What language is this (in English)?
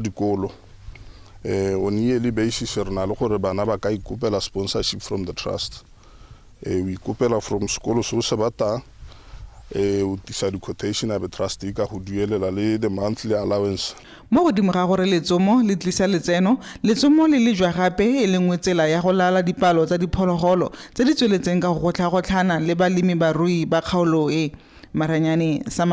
Tswana